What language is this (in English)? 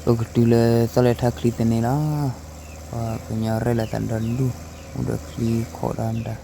S'gaw Karen